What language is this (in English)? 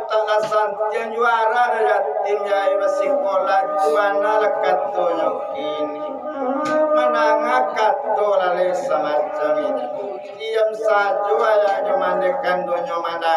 Minangkabau